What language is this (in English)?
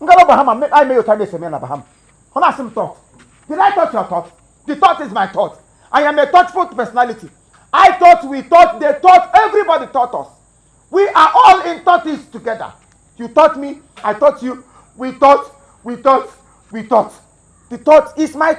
Igbo